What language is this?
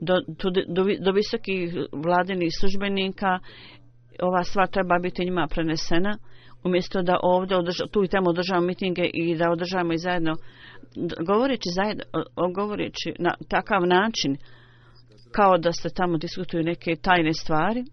Croatian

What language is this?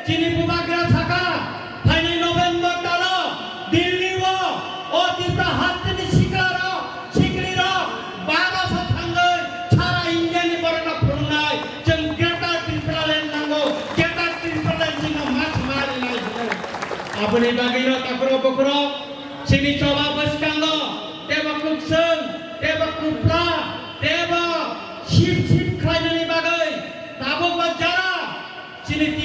Kok Borok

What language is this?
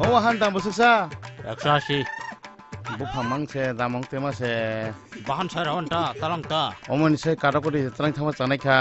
Kok Borok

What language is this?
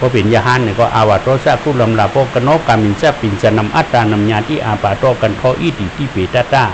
Shan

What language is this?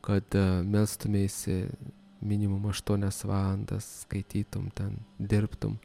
Lithuanian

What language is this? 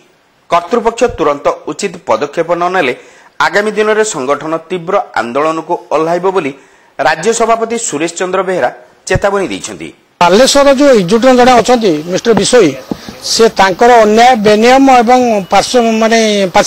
Odia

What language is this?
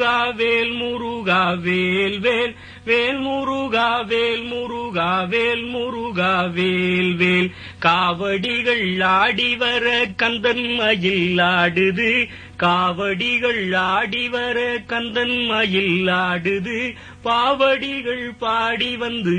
Tamil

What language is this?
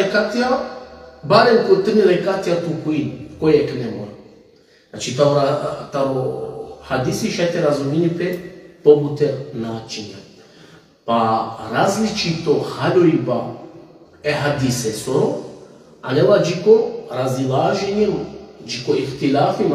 Balkan Romani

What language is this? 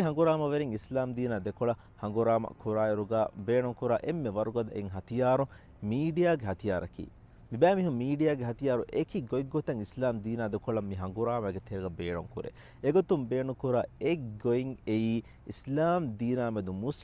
Divehi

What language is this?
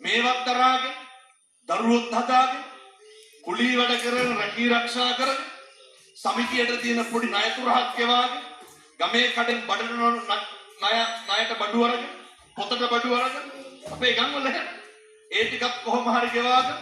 Sinhala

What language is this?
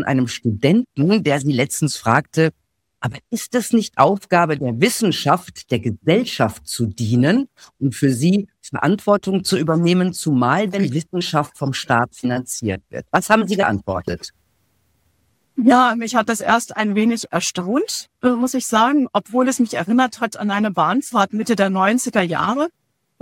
German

